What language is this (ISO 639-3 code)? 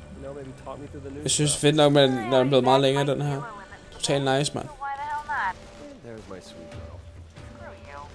dan